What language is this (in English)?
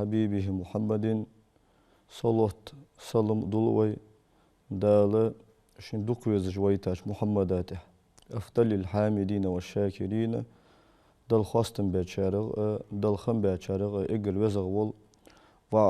Ingush